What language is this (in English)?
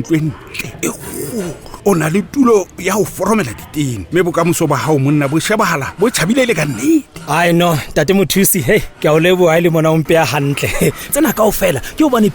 Southern Sotho